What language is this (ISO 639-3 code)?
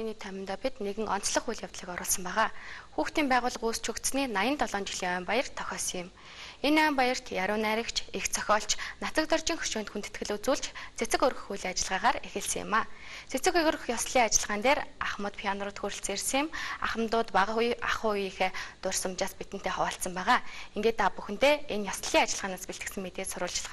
mon